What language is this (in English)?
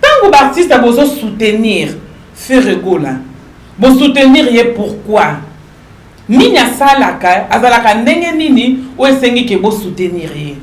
Lingala